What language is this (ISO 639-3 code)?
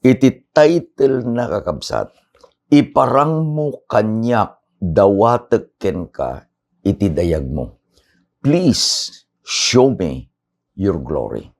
ilo